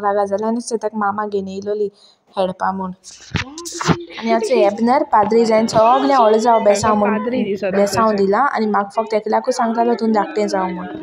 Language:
Konkani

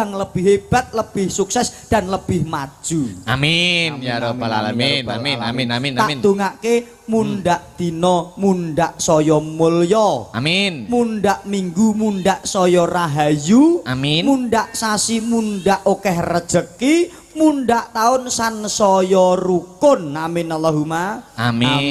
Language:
Javanese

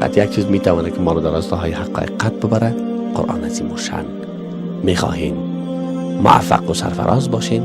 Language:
Persian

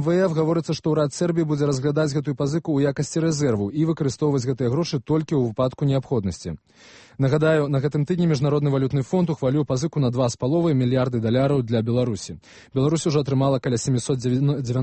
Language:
Belarusian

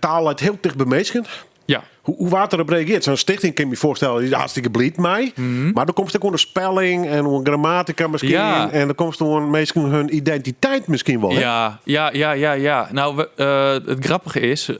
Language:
Western Frisian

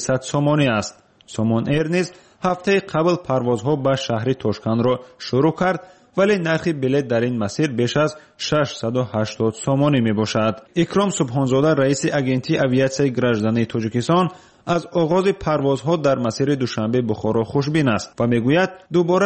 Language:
Tajik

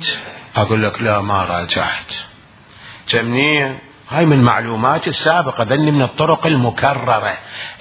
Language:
Mesopotamian Arabic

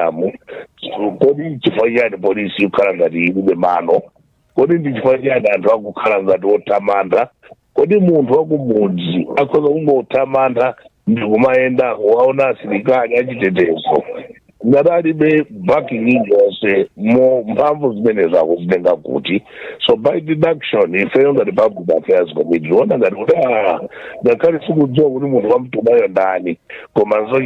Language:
Nyanja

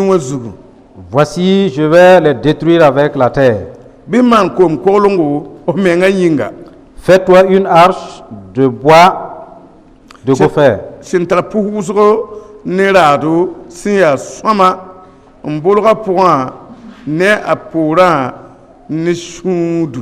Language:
Mossi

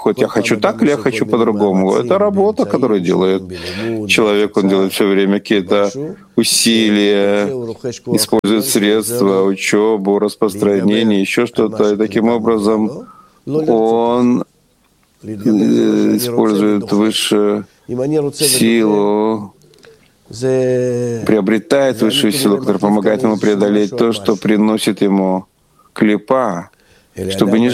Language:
Russian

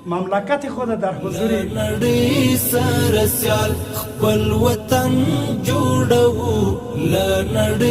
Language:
Persian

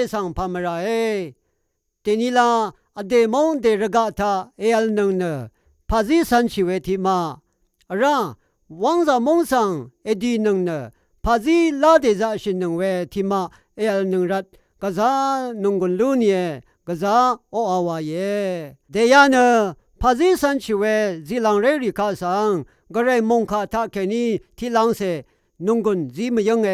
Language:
Rawang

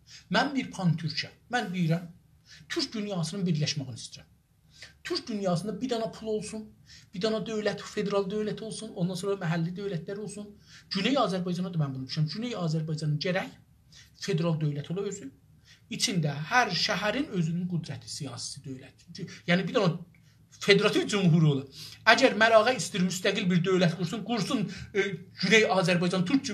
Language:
South Azerbaijani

